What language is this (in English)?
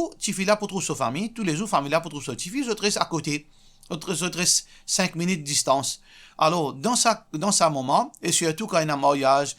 Morisyen